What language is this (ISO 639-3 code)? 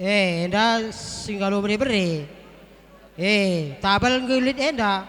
btx